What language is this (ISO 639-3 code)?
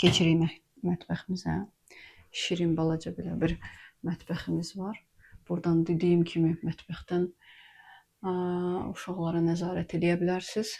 aze